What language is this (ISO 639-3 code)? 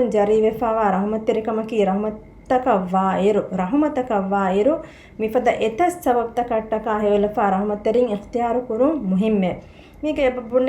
div